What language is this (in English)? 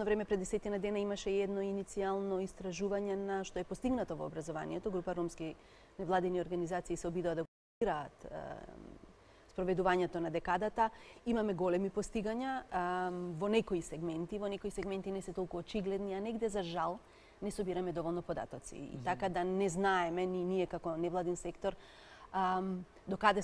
Macedonian